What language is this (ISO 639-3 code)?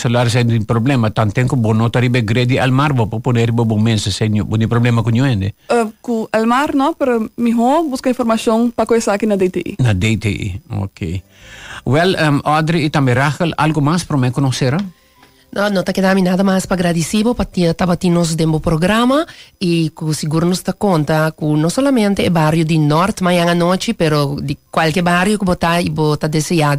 pap